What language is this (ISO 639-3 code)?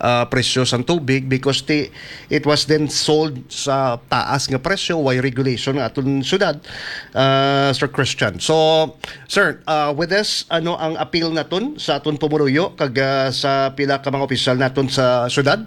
hil